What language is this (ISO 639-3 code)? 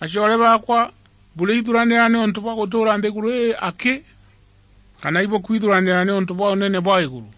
mer